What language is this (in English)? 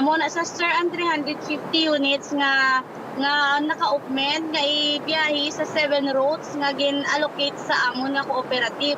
Hiligaynon